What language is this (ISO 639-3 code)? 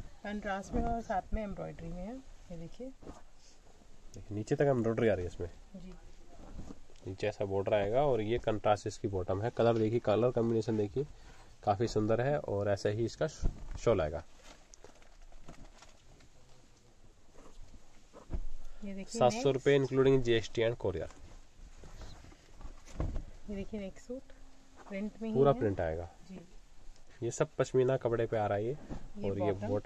hin